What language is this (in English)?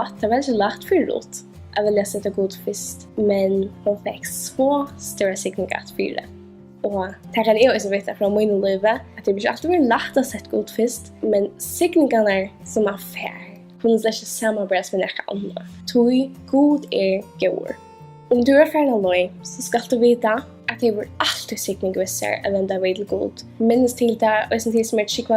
Faroese